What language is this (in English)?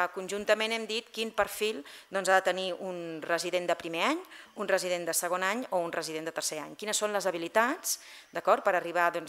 Catalan